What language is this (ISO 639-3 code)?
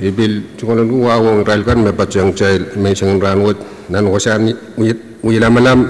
pon